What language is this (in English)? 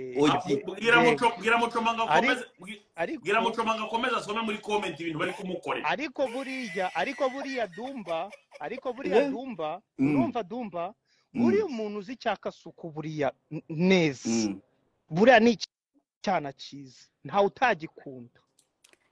Kinyarwanda